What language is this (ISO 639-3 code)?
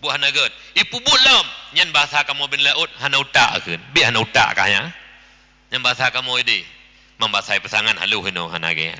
ace